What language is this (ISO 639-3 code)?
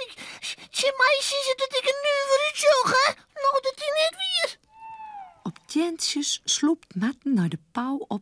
fry